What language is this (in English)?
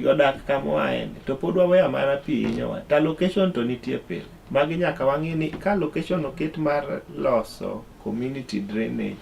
Luo (Kenya and Tanzania)